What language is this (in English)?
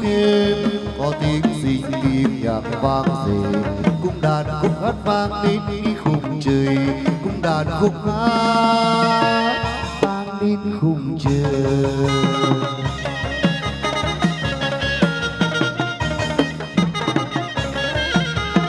Vietnamese